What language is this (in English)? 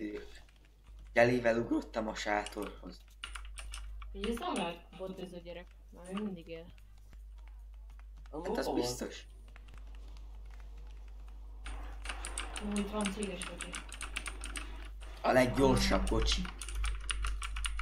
Hungarian